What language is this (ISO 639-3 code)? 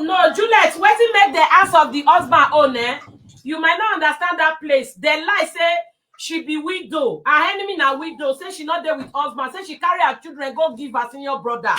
pcm